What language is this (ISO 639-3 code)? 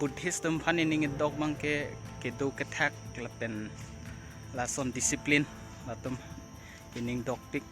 mjw